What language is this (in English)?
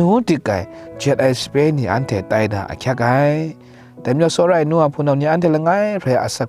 Kachin